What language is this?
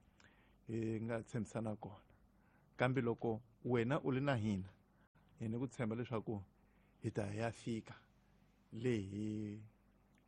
Tsonga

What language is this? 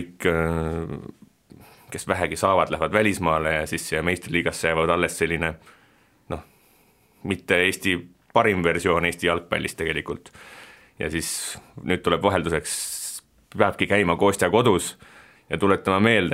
Estonian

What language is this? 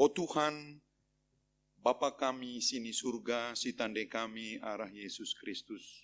Batak Karo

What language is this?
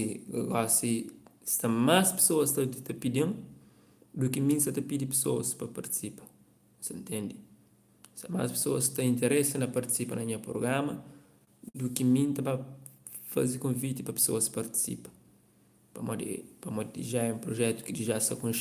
Kabuverdianu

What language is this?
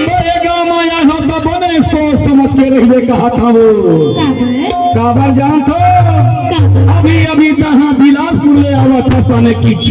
Chhattisgarhi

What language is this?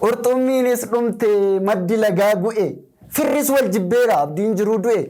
Oromo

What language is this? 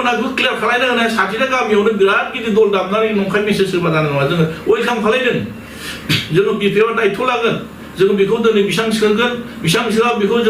Bodo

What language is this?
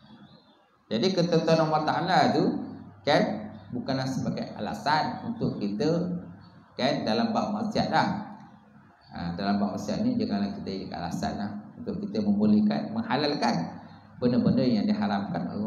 Malay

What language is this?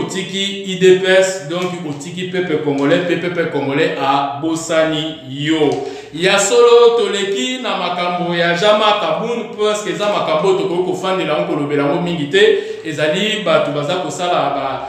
Lingala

